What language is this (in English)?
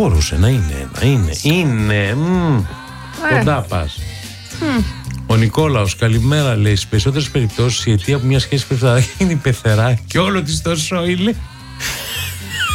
Greek